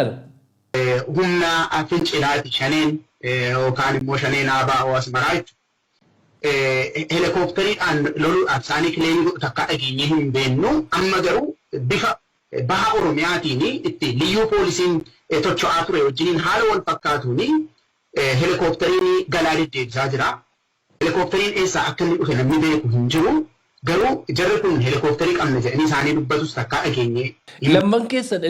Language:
Oromo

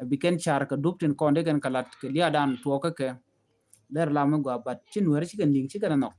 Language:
Nuer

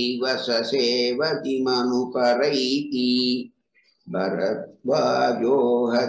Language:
Tamil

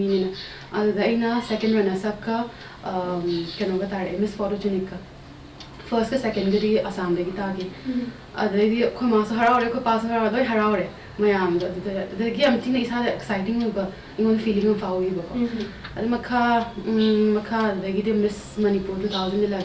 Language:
Manipuri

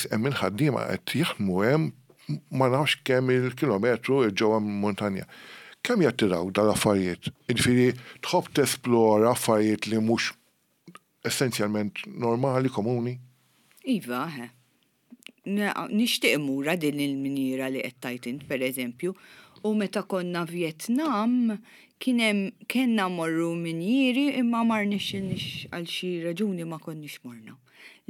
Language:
Maltese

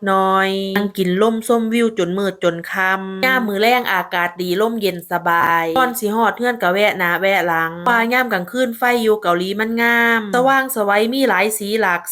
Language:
Northeastern Thai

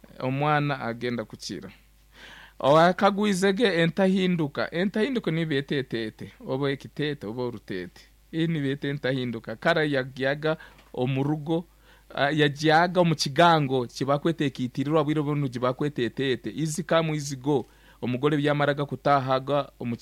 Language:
Nyoro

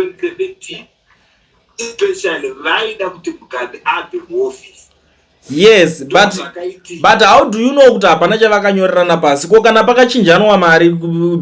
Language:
Shona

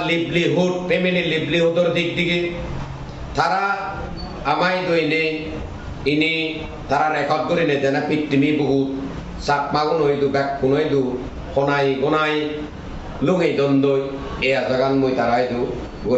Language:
Chakma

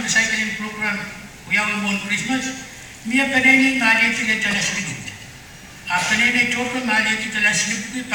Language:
Pohnpeian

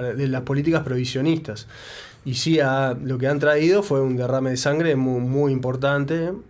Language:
Spanish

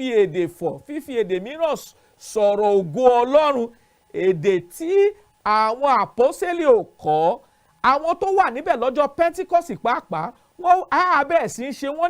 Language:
Yoruba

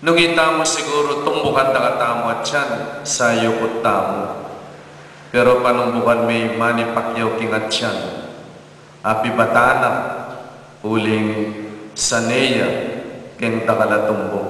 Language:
Pampanga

